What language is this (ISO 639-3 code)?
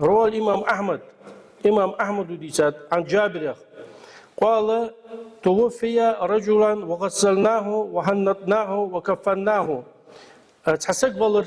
inh